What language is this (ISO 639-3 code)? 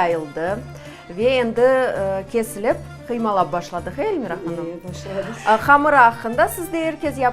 crh